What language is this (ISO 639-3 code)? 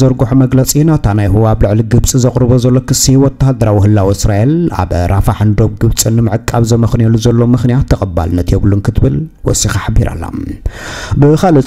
tir